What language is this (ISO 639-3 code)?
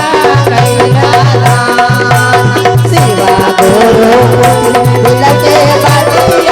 mag